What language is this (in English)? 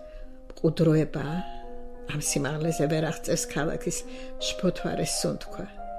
Georgian